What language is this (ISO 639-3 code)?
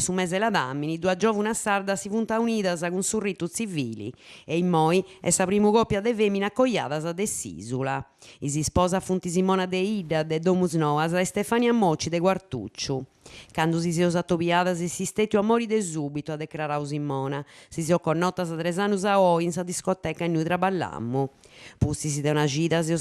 srd